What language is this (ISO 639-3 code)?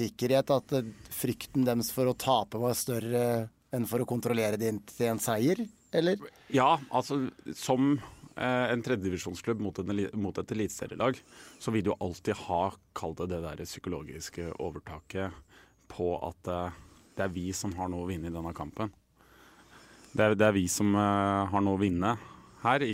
nor